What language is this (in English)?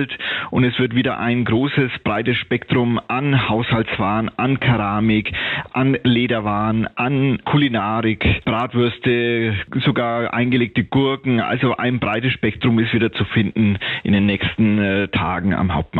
German